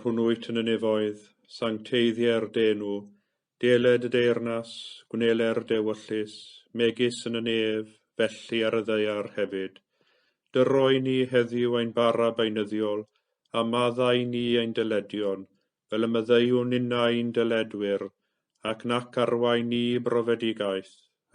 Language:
Welsh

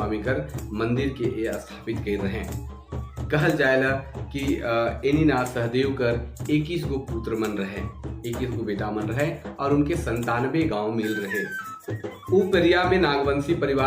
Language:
Sadri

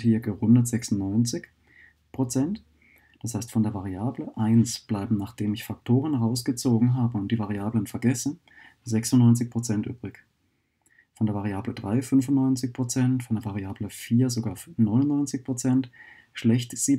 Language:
German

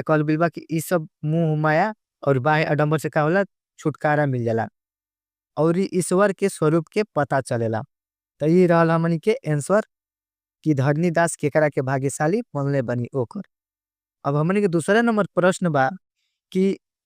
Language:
Bhojpuri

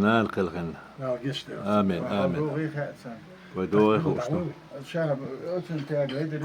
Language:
Chechen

